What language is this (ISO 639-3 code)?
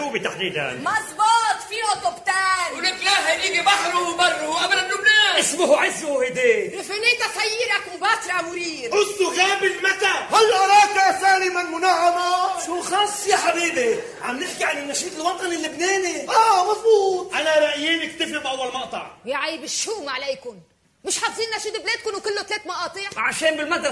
apc